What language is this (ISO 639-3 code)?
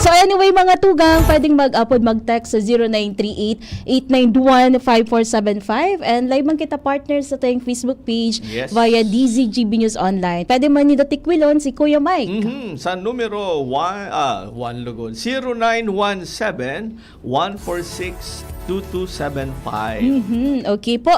bik